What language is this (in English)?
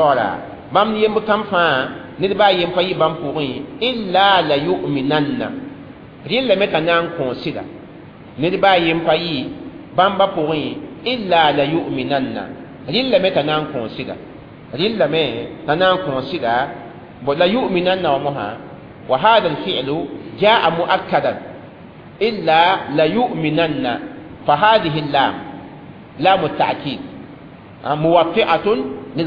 Mossi